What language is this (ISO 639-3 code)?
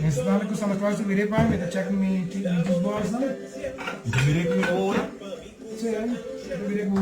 pap